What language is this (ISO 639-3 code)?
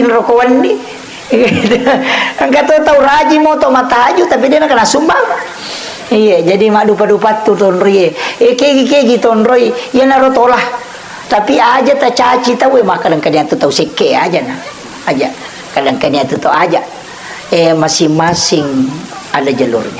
bug